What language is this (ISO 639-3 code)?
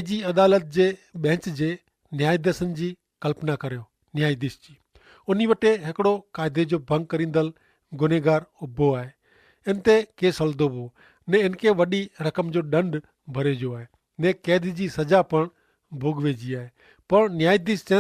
kfr